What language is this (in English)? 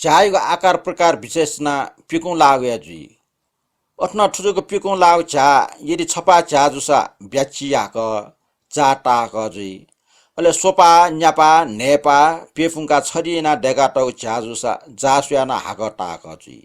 Newari